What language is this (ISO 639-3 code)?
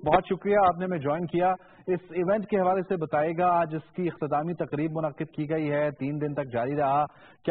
urd